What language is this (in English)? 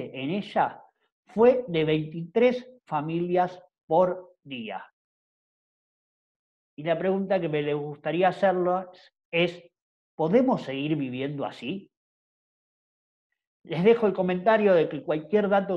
Spanish